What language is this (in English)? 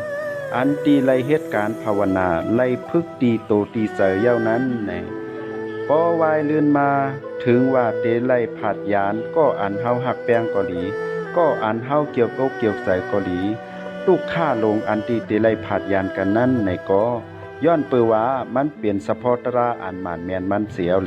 Shan